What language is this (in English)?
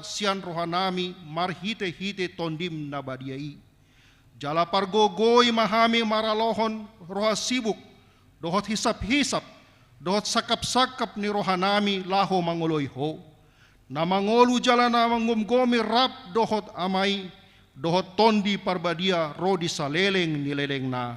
Batak Toba